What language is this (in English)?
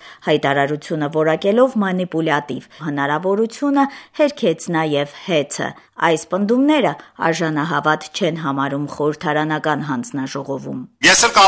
Armenian